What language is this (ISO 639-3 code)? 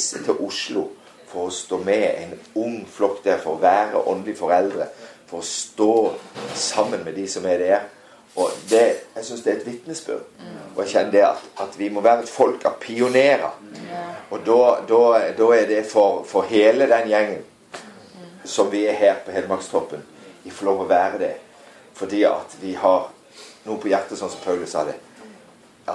nor